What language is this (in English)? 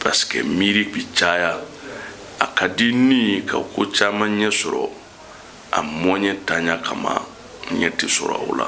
Bambara